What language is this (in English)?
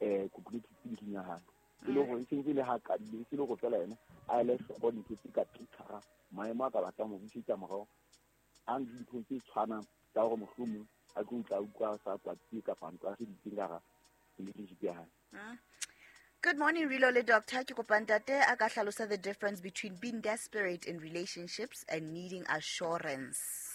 Southern Sotho